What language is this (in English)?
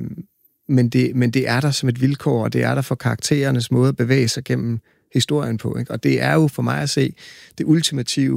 Danish